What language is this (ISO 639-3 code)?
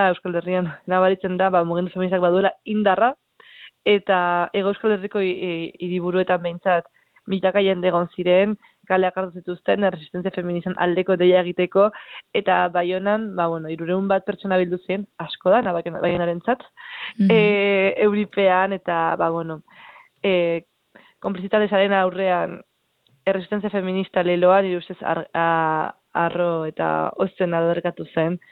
eus